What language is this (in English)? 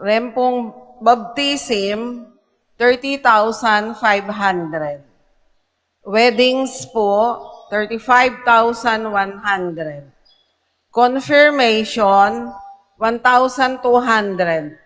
Pampanga